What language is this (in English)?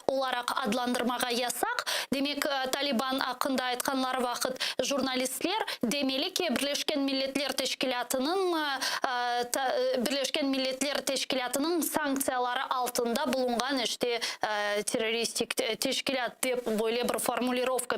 Crimean Tatar